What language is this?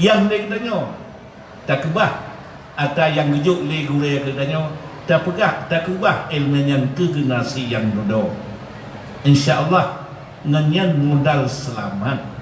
Achinese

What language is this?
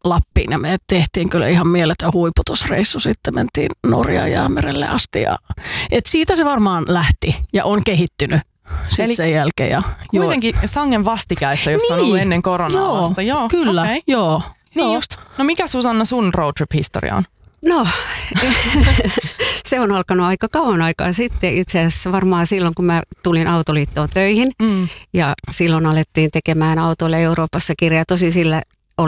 Finnish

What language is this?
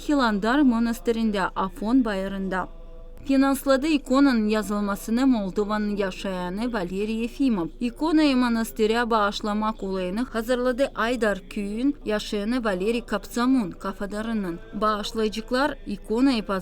Gagauz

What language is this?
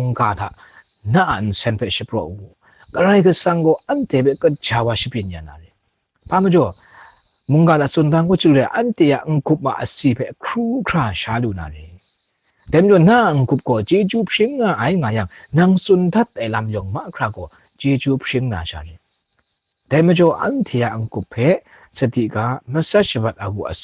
Kachin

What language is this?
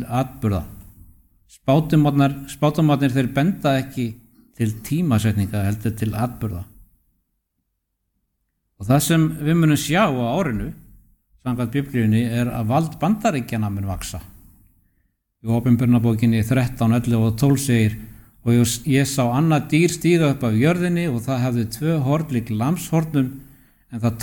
Icelandic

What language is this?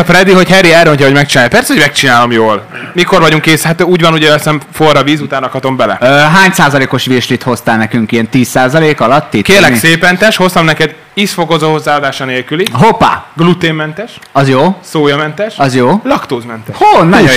Hungarian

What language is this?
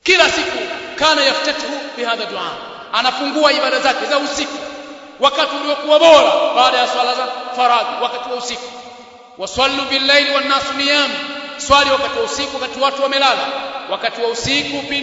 Swahili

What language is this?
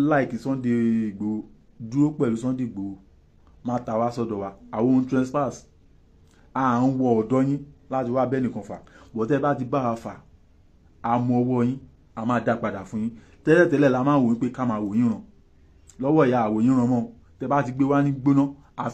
Yoruba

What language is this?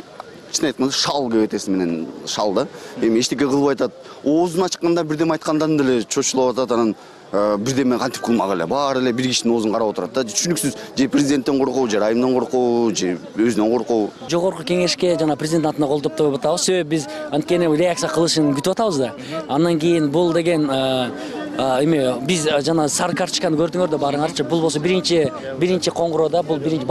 Kyrgyz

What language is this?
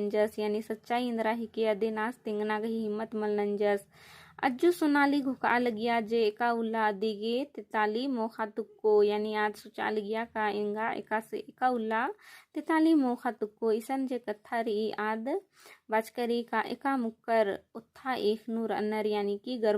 Kurukh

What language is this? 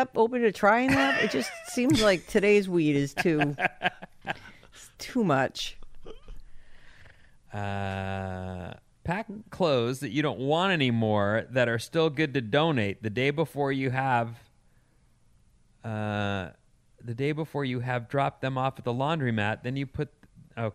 English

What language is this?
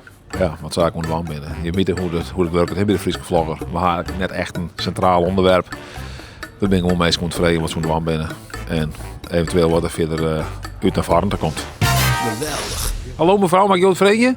Western Frisian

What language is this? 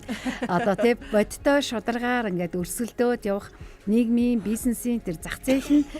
Mongolian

